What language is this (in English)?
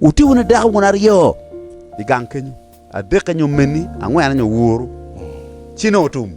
Acoli